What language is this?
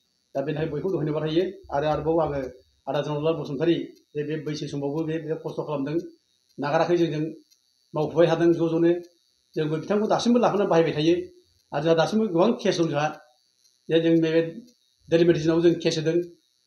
Bodo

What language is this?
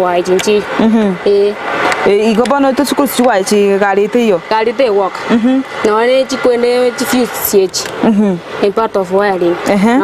Gusii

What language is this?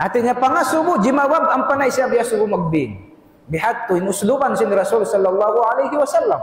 Tausug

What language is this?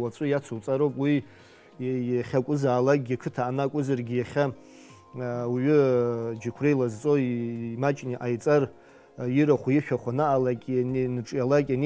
Abkhazian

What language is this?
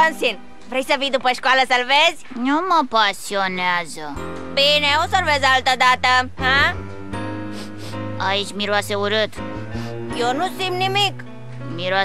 Romanian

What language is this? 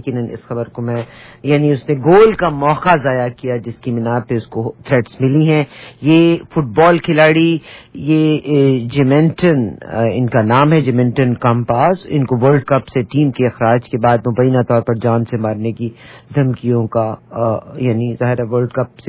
Urdu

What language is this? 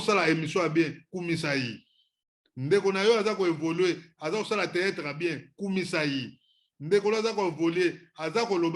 Lingala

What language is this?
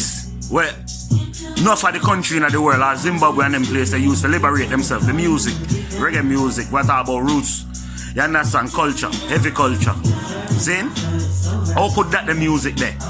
Jamaican Creole English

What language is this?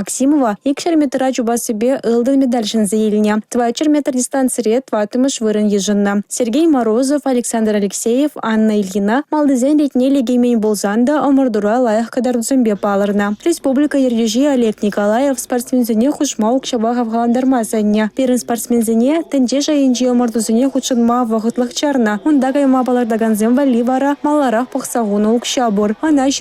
Chuvash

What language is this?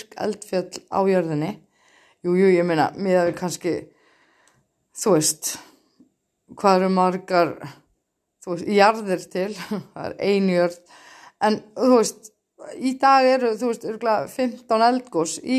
Icelandic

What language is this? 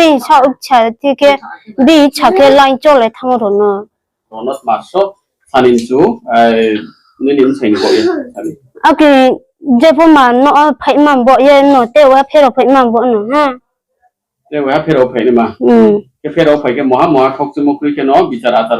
Riang (India)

